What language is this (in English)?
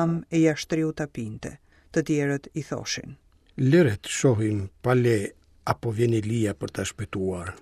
Albanian